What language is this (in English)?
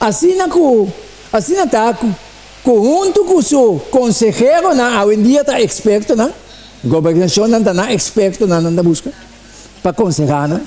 Papiamento